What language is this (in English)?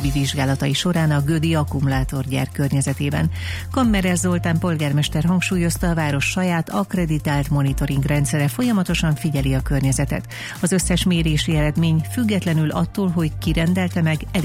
Hungarian